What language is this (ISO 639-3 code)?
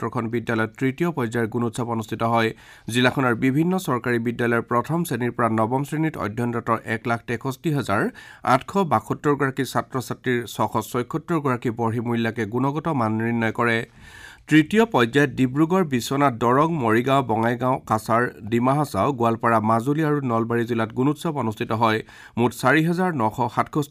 asm